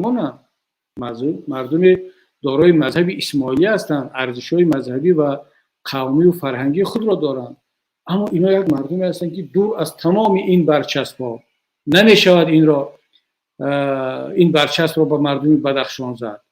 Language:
Tajik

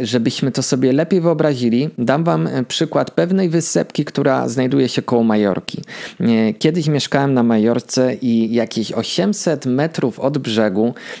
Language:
Polish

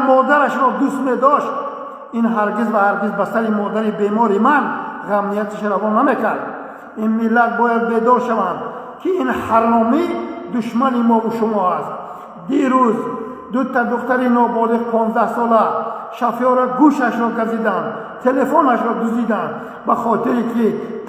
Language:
Tajik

